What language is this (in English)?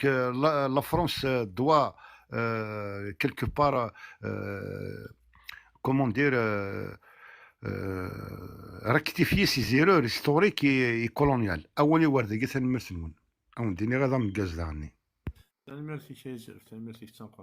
Kabyle